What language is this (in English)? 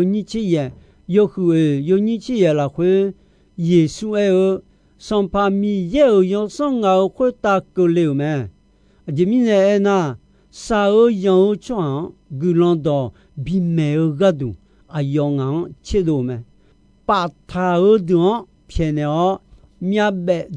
Akha